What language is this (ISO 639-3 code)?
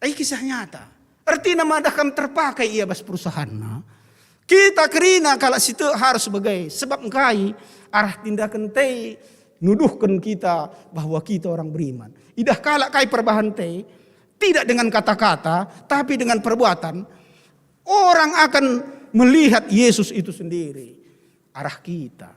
btx